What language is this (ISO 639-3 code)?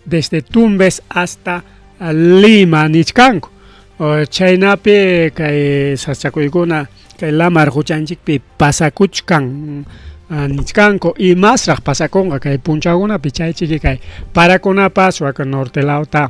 quy